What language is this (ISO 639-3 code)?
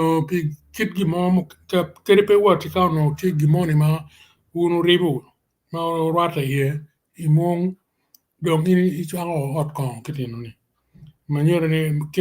ach